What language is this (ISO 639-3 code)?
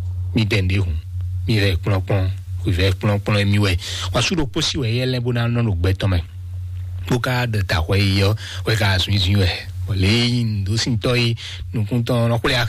fon